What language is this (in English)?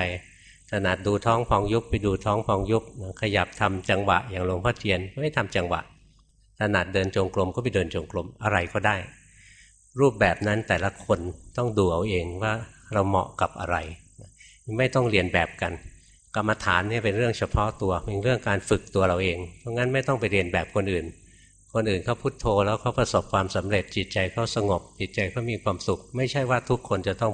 Thai